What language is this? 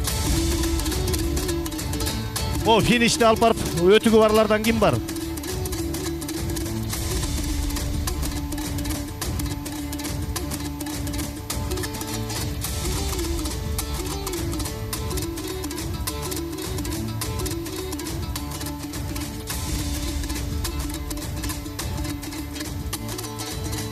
Kyrgyz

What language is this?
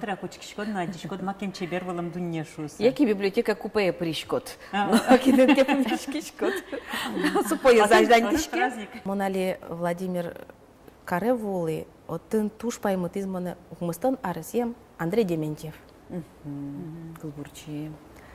Udmurt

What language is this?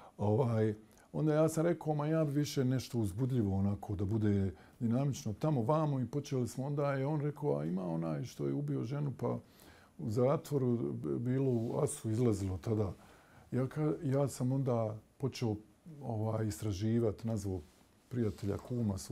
Bosnian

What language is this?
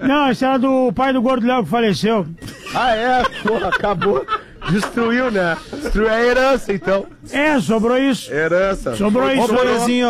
Portuguese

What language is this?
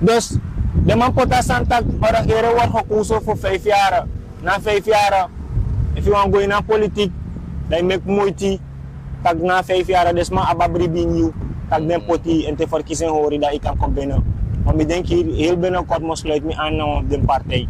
Sranan Tongo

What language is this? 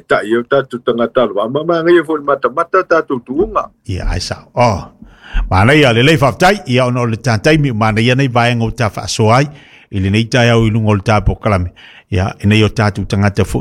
Samoan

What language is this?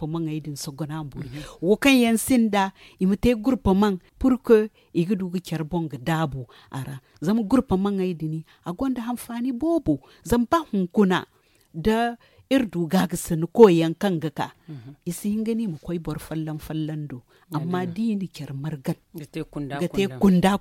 Zarma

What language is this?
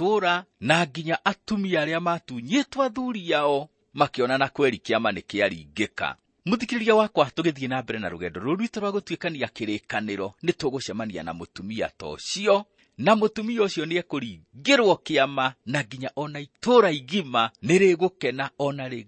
Kikuyu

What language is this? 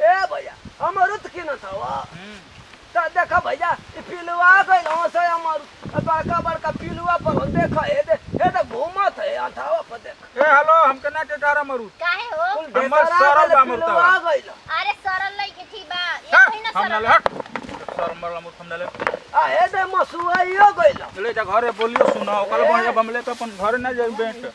Bhojpuri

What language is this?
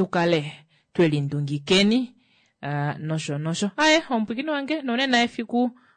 Kuanyama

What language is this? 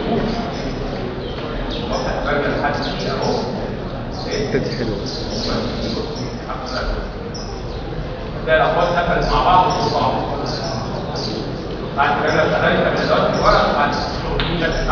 Egyptian Arabic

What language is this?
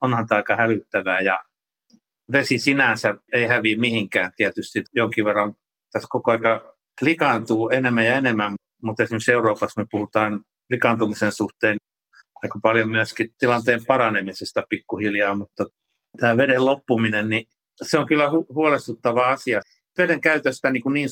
Finnish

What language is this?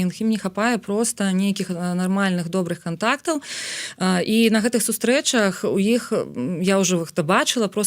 Belarusian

